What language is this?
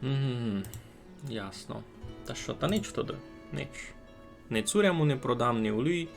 Rusyn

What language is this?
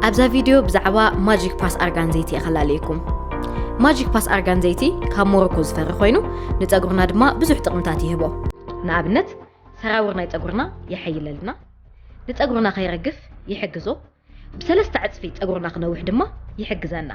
Tigrinya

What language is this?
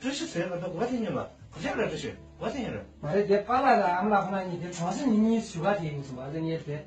Tibetan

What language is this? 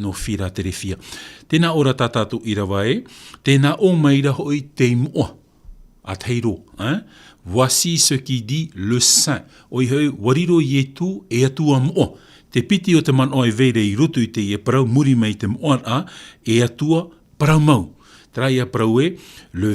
Tahitian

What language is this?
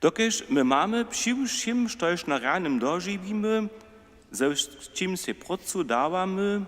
Upper Sorbian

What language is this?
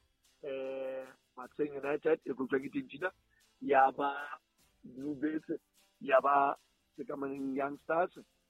Southern Sotho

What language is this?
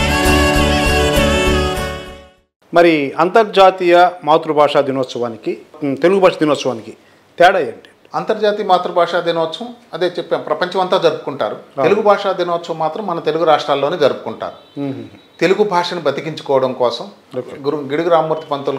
Telugu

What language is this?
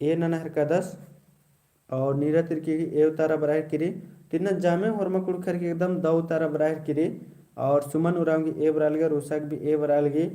Kurukh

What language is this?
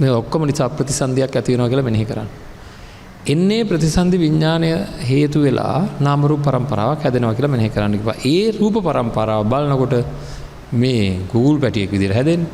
Sinhala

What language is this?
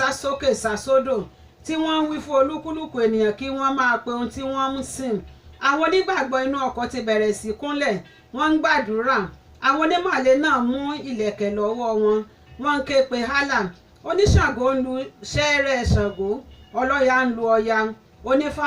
Yoruba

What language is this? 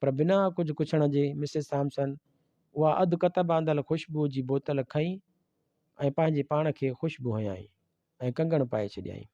Sindhi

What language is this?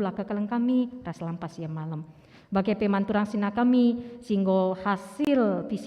Batak Karo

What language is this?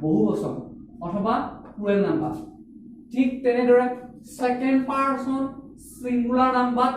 Assamese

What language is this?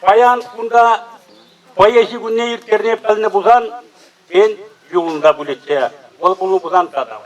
Chuvash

